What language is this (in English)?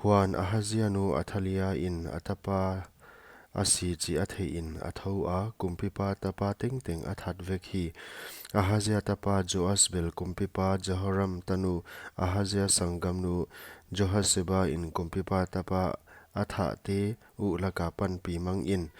Paite Chin